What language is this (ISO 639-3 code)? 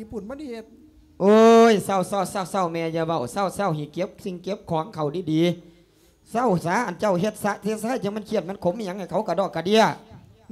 lao